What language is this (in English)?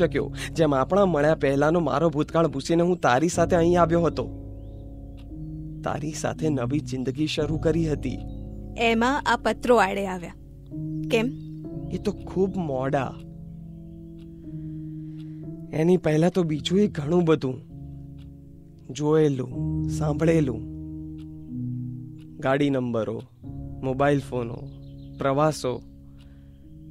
Gujarati